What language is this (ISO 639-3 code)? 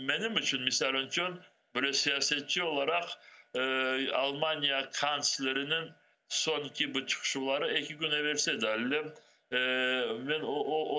crh